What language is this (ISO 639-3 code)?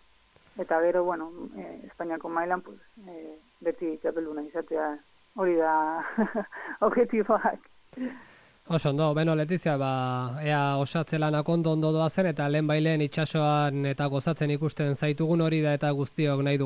eus